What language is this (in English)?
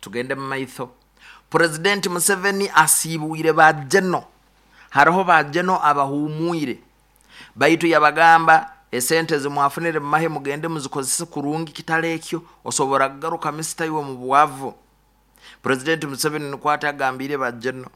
Nyoro